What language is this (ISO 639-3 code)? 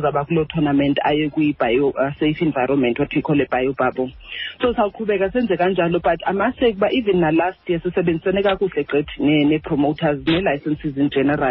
xho